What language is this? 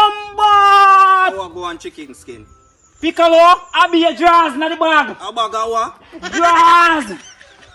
Jamaican Creole English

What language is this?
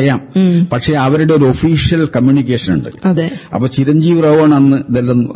Malayalam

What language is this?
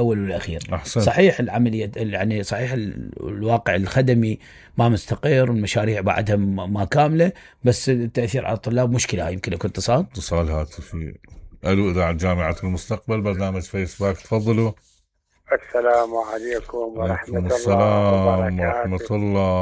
Mesopotamian Arabic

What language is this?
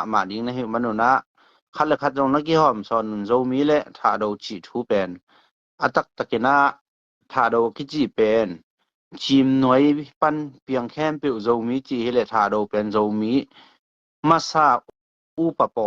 Tedim Chin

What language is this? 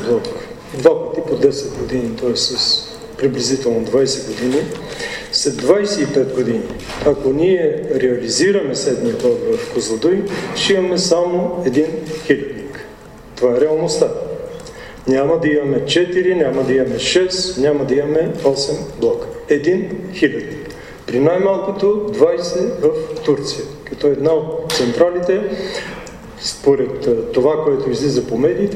Bulgarian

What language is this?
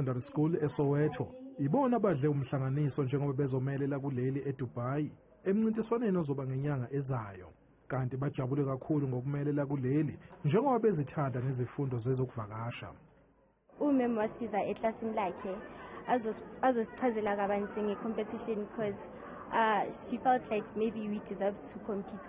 Zulu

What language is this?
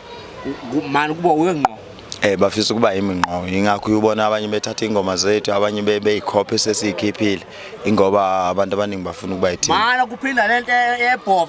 Zulu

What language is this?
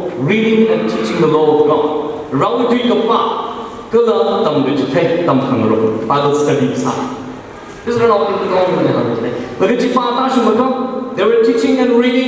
Tangkhul Naga (India)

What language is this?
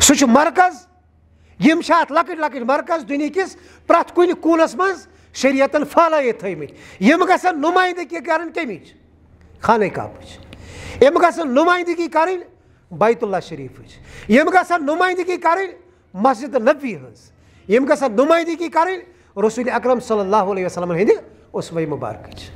Kashmiri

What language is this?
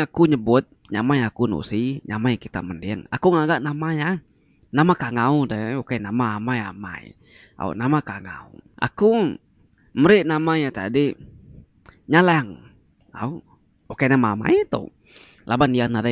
Iban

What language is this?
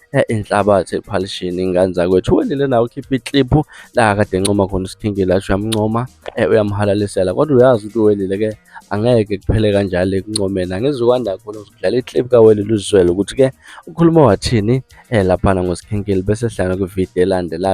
Zulu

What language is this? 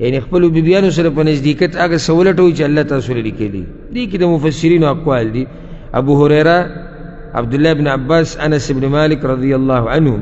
Pashto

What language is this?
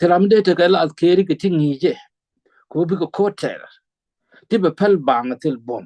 Nuer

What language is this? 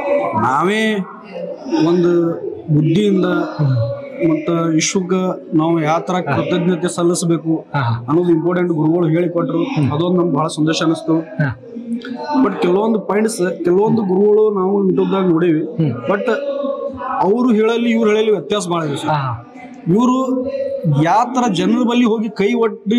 Kannada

